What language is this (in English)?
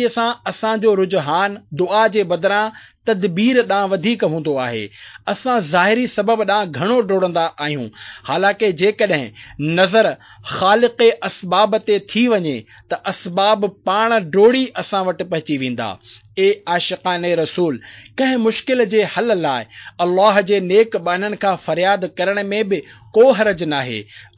Sindhi